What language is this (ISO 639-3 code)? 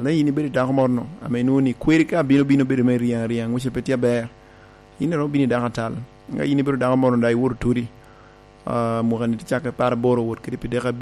laj